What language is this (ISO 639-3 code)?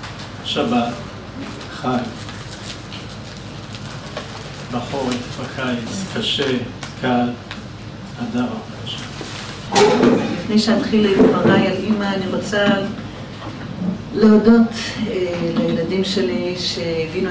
heb